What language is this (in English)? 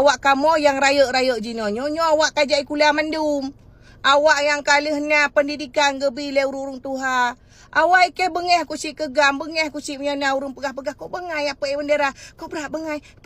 Achinese